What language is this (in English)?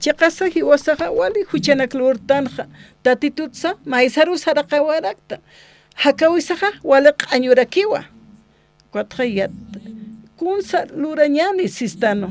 Aymara